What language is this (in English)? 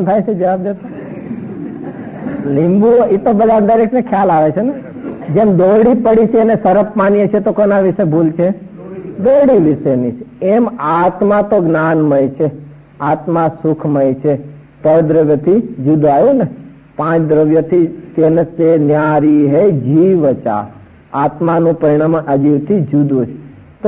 Gujarati